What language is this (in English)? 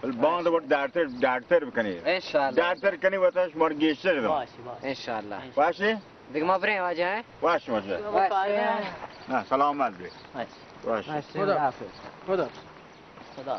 Baluchi